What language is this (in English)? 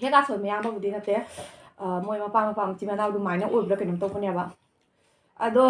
Manipuri